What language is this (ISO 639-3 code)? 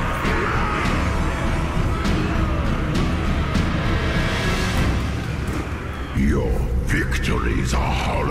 eng